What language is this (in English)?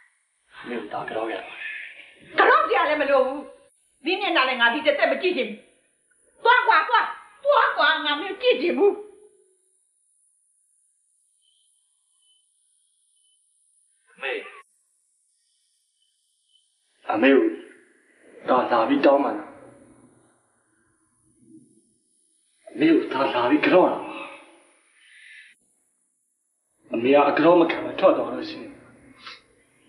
Burmese